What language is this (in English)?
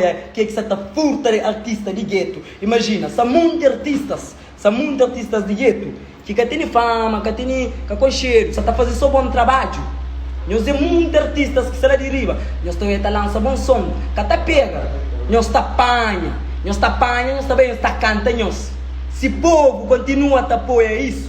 Kabuverdianu